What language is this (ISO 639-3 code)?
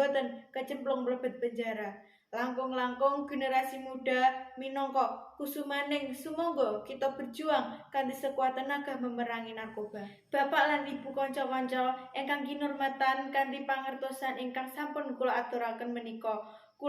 jav